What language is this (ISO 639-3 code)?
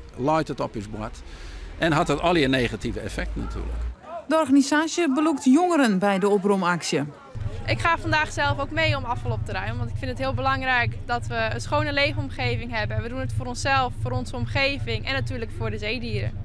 fry